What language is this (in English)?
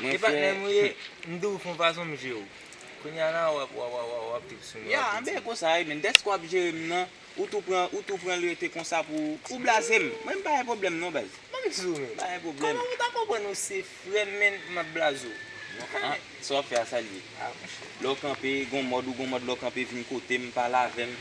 Haitian Creole